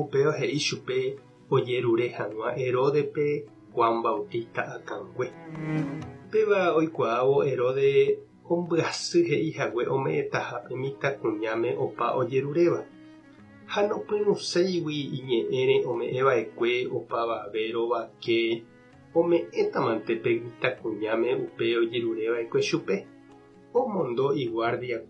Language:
Guarani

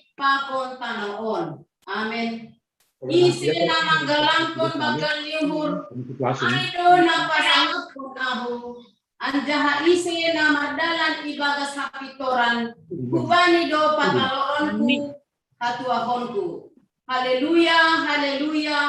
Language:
Batak Simalungun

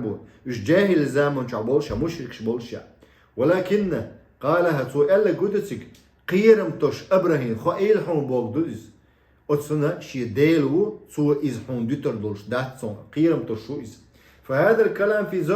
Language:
Chechen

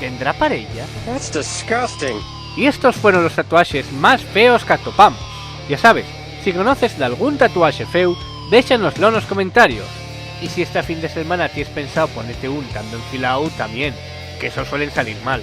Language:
Asturian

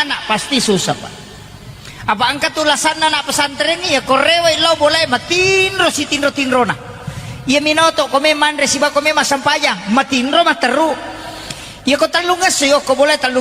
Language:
Buginese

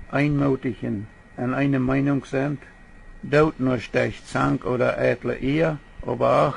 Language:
Plautdietsch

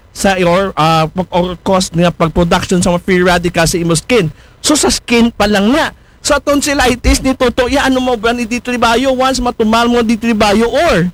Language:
Aklanon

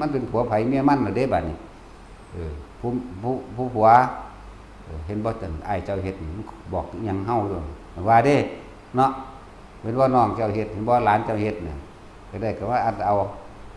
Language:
Lao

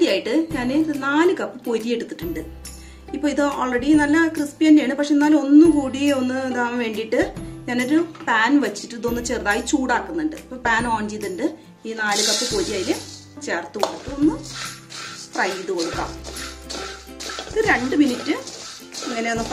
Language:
Malayalam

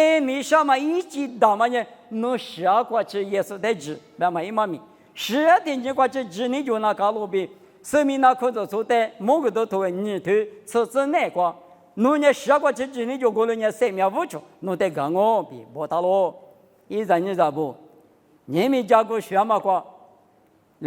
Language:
Lisu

